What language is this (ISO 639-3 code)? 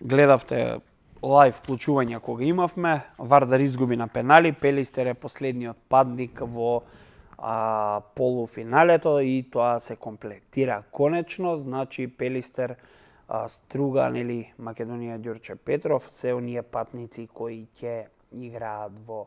mkd